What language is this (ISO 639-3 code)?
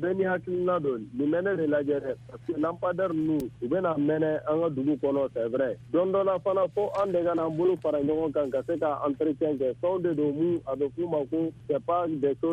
bam